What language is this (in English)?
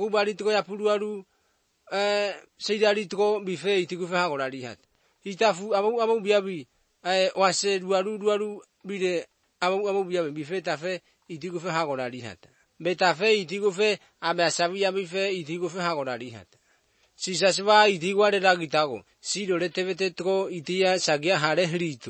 Basque